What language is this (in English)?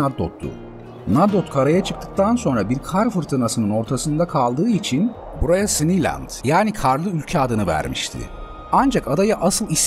Turkish